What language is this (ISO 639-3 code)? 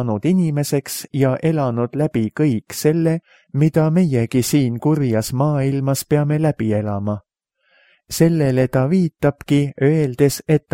est